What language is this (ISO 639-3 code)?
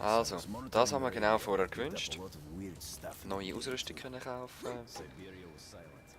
gsw